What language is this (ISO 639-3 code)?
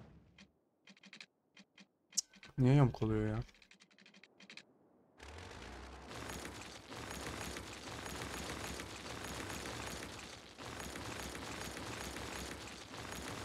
tur